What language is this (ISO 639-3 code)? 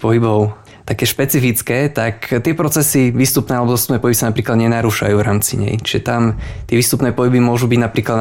slk